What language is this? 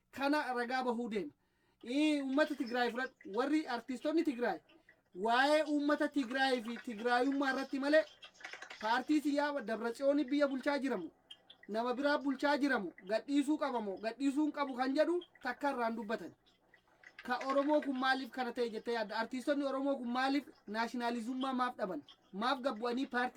Oromo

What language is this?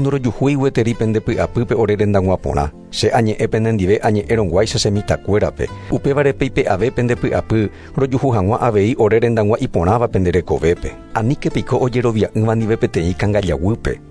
Guarani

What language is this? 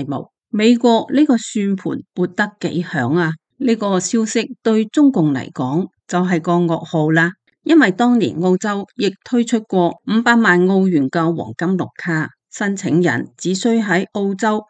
Cantonese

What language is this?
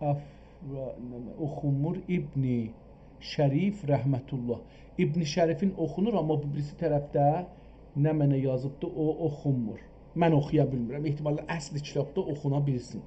South Azerbaijani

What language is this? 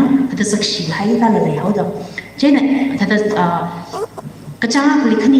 Tangkhul Naga (India)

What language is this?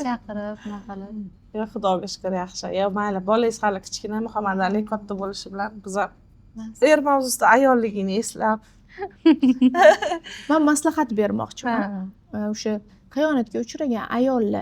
Uzbek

